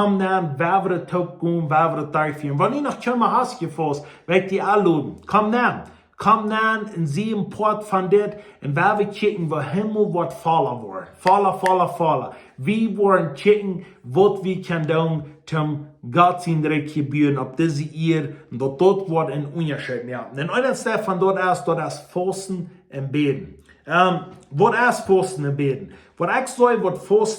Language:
Plautdietsch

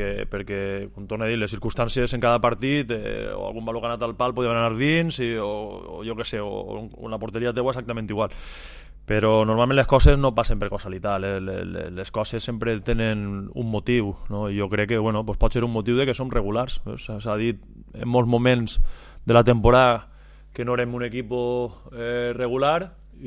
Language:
Catalan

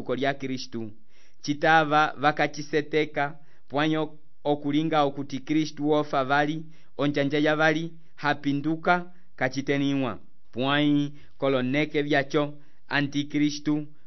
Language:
Umbundu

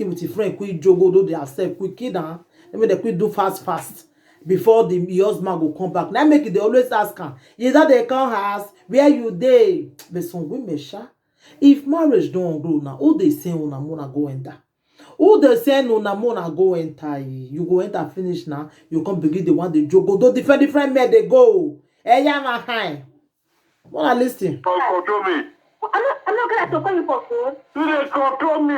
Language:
Nigerian Pidgin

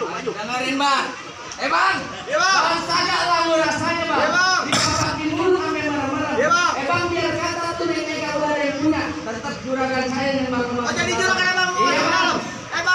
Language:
Betawi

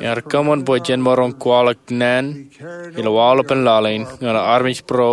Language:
Marshallese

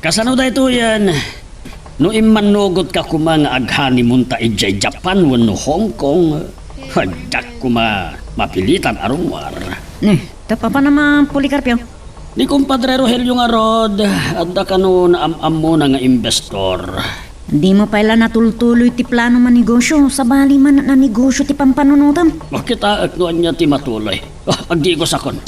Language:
Iloko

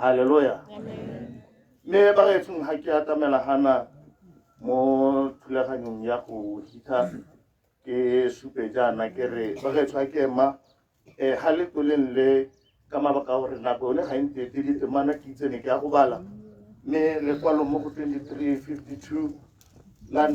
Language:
Tswana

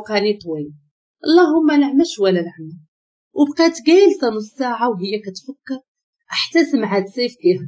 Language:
Moroccan Arabic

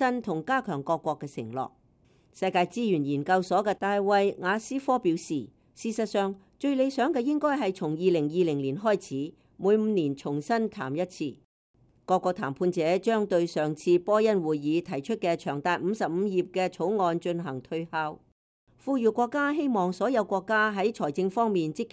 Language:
Cantonese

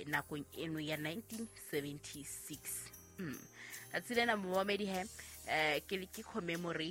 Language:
Southern Sotho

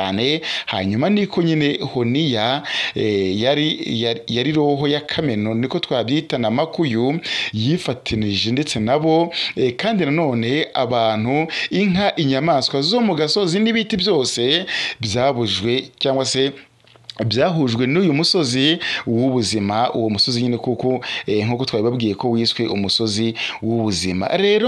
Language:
Kinyarwanda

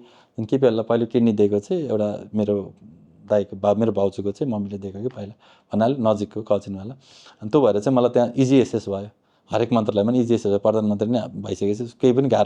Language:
Nepali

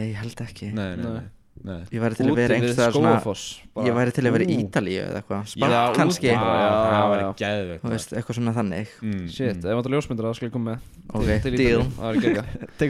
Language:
Icelandic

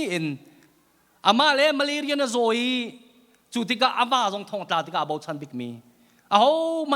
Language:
Hakha Chin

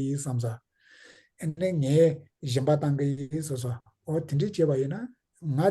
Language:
Tibetan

